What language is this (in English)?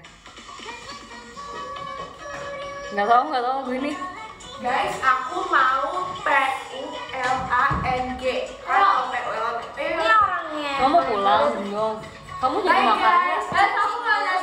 Indonesian